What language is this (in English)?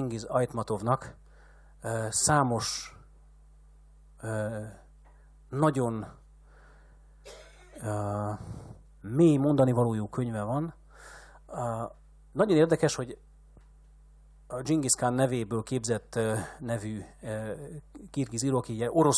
Hungarian